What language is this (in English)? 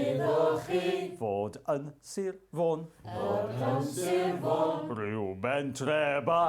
Welsh